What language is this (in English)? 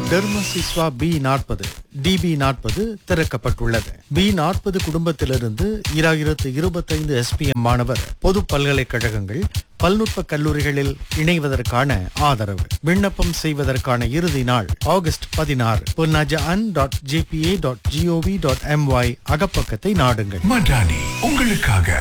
Tamil